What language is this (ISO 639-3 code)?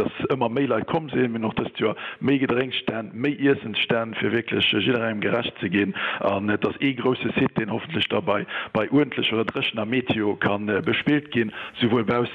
ltz